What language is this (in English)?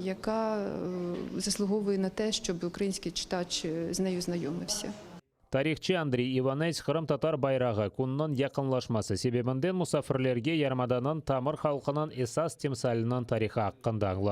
Crimean Tatar